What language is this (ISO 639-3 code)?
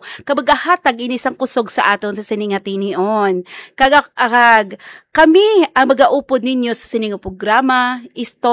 hil